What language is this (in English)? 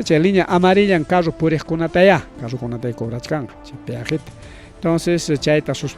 Ayacucho Quechua